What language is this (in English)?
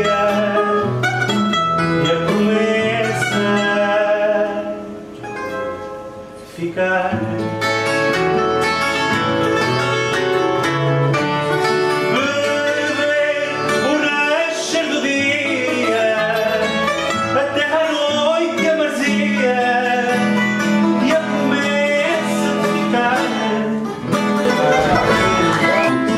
Portuguese